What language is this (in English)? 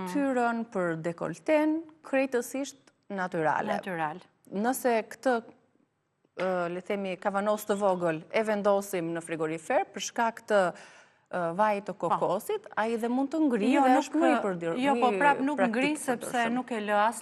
Albanian